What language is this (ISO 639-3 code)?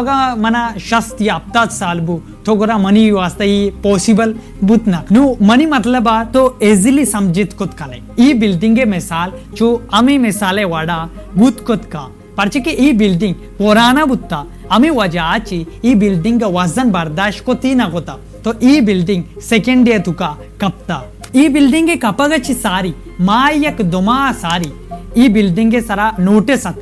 bal